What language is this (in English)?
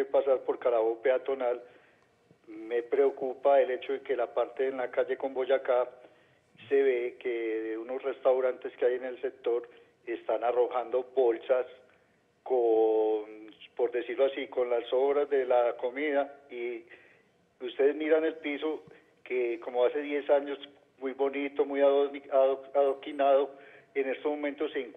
Spanish